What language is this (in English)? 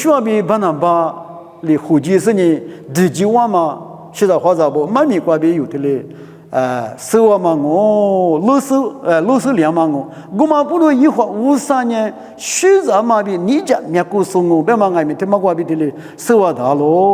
Lisu